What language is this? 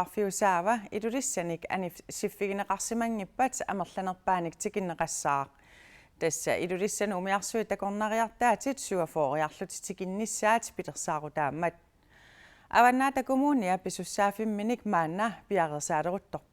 Kalaallisut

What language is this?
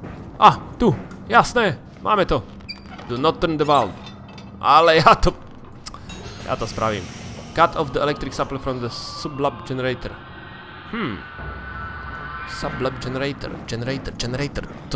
Slovak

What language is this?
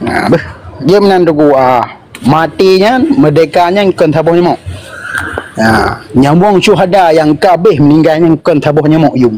Achinese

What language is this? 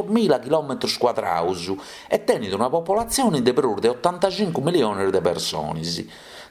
Sardinian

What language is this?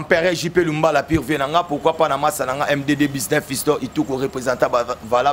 Lingala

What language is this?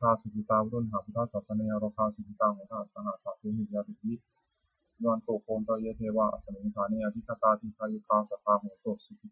Pali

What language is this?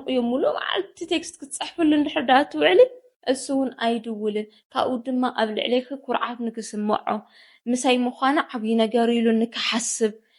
Tigrinya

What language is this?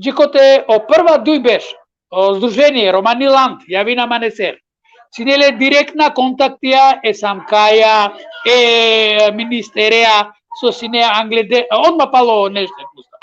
Balkan Romani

